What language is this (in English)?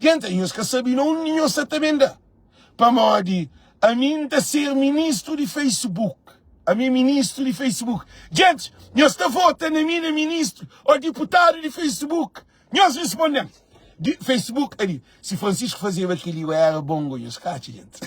Kabuverdianu